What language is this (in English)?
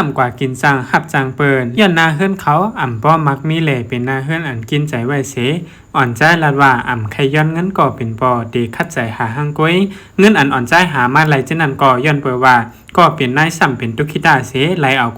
Shan